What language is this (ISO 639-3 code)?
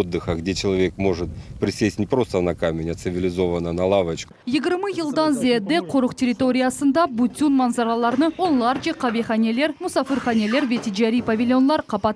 crh